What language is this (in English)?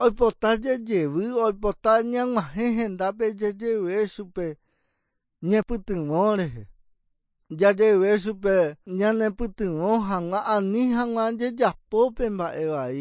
Guarani